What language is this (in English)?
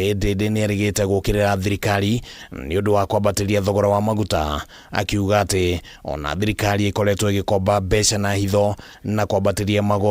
Kikuyu